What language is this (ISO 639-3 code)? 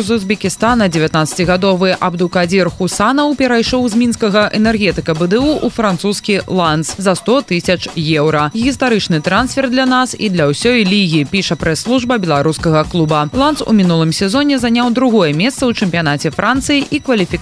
bel